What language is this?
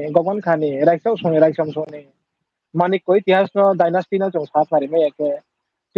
Riang (India)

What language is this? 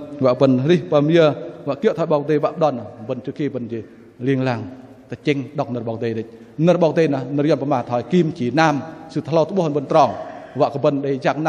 Bahnar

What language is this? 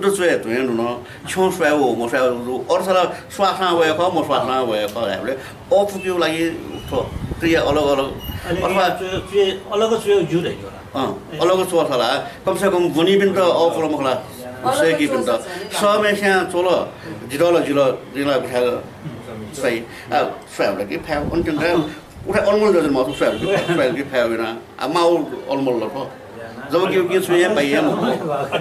Newari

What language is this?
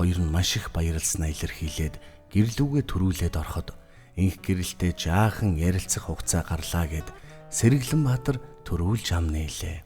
Mongolian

